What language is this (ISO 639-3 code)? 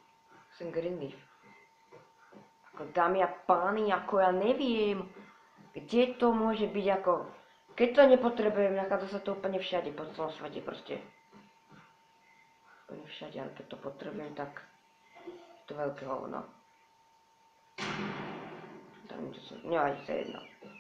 slk